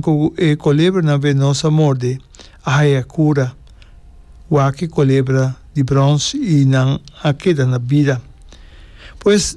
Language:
Papiamento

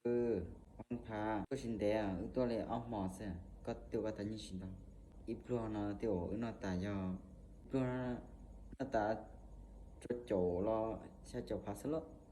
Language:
Hmong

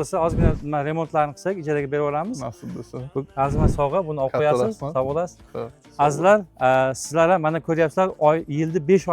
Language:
Uzbek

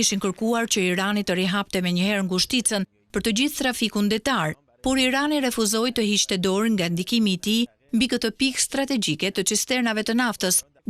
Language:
Albanian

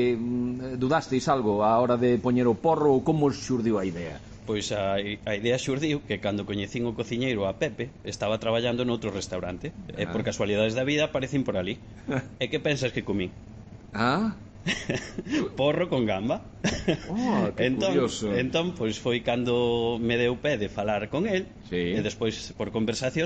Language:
Galician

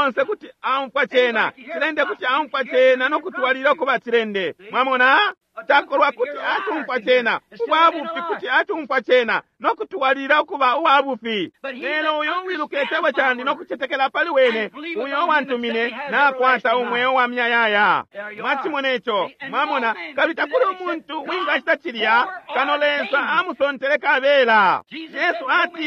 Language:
Bemba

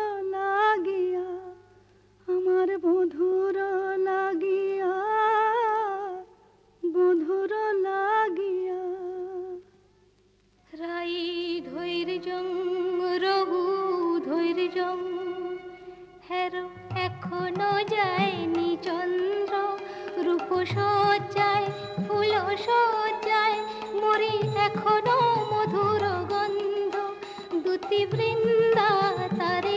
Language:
Bangla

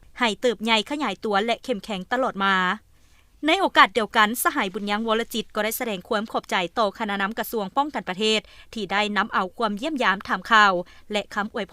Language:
Lao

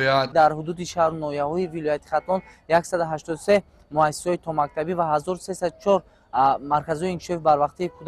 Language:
Tajik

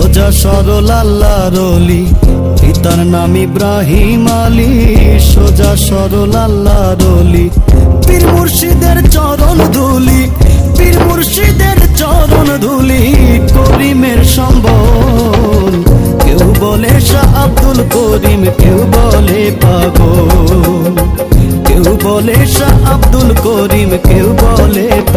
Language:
Bangla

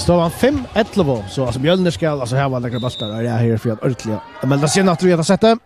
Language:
Faroese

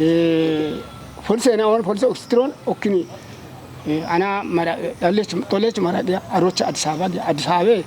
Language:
Kafa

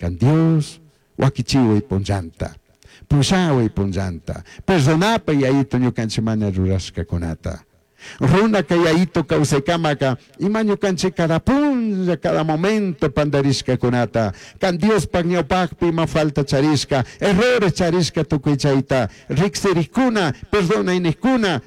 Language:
Chimborazo Highland Quichua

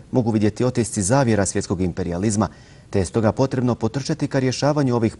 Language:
Bosnian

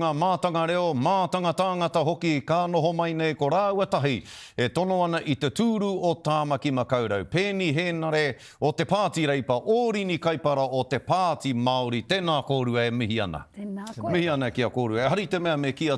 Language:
Māori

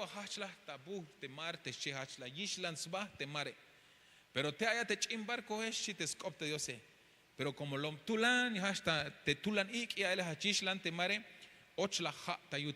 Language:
Tzeltal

